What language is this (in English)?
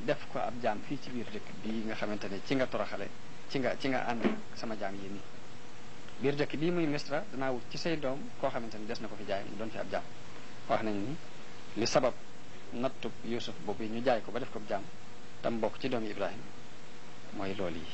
Wolof